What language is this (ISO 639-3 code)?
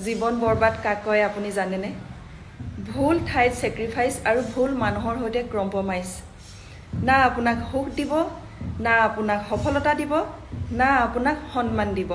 asm